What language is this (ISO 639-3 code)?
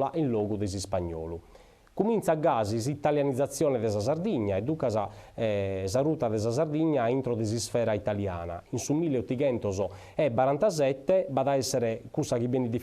srd